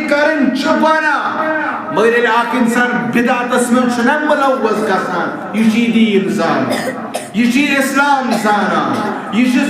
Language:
Kashmiri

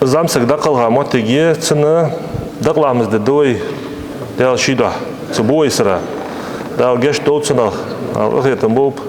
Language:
Ingush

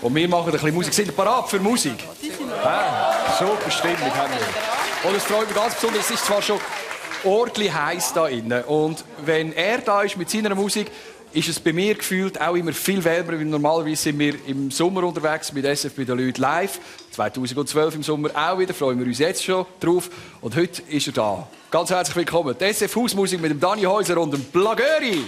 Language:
Swiss German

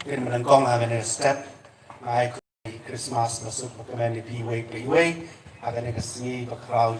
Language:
Khasi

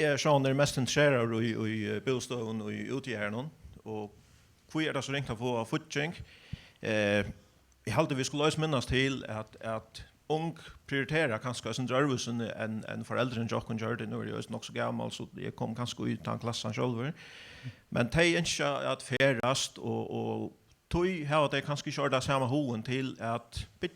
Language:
Faroese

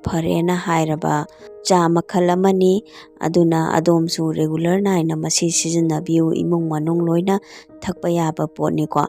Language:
Manipuri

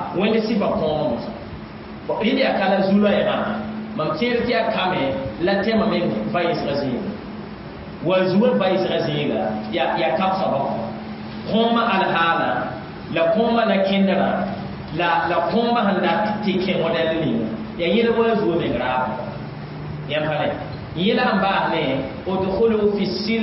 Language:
Mossi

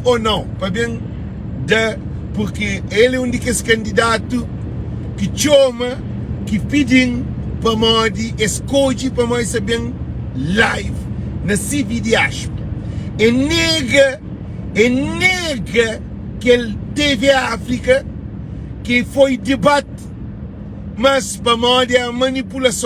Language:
Kabuverdianu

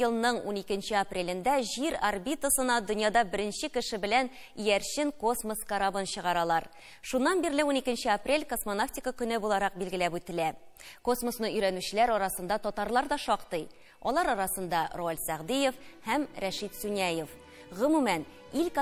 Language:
Tatar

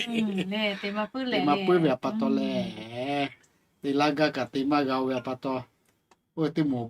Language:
Lahu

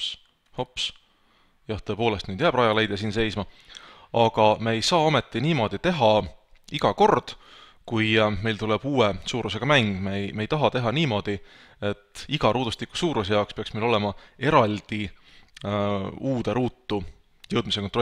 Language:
Estonian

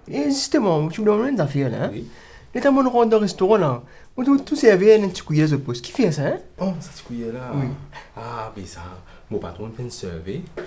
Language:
Morisyen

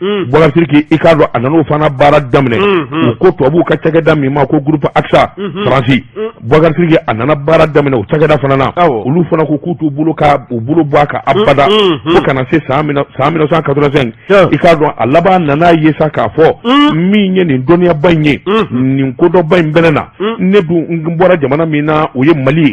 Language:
Bambara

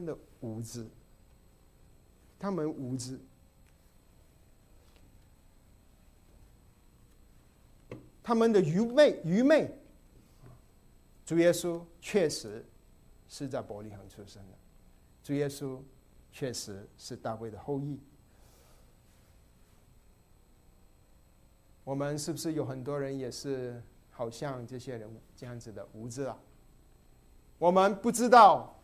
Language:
Chinese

